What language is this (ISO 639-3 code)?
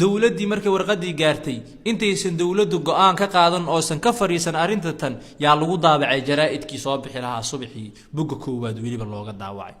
som